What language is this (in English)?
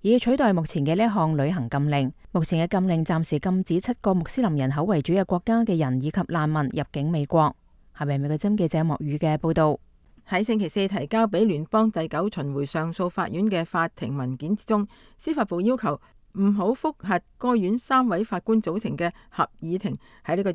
Cantonese